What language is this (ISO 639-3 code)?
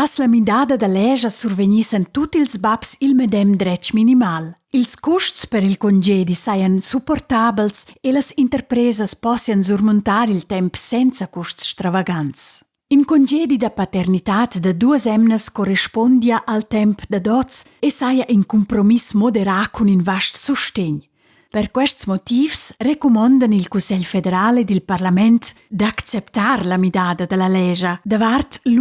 roh